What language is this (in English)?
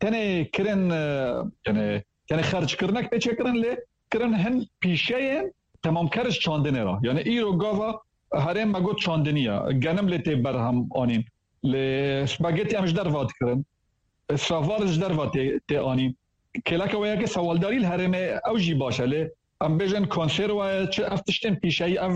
Kurdish